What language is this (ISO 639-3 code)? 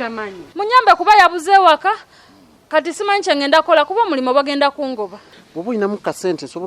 lug